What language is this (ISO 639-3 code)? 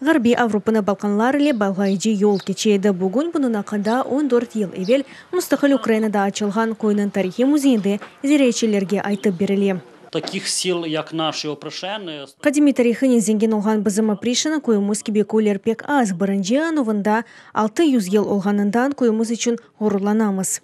crh